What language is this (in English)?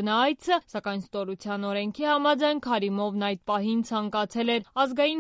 Armenian